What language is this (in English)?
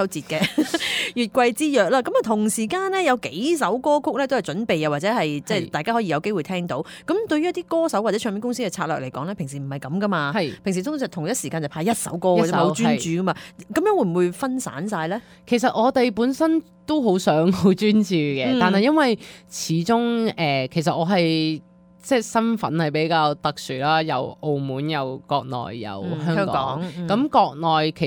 Cantonese